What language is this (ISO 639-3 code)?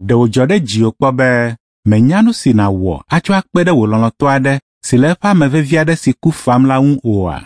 ewe